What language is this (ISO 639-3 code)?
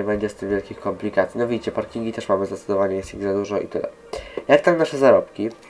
pol